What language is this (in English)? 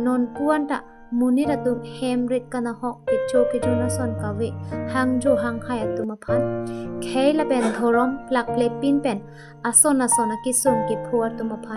Karbi